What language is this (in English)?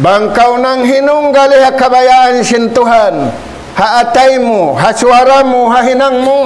Tausug